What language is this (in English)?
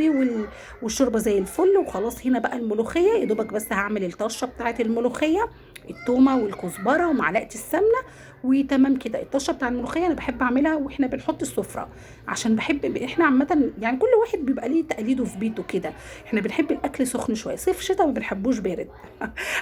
Egyptian Arabic